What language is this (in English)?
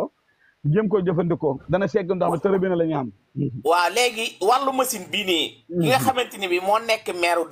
Wolof